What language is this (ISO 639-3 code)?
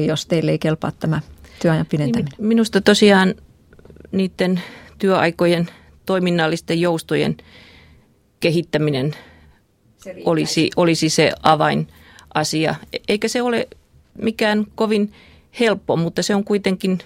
fin